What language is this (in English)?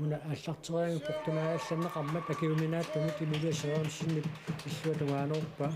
Kalaallisut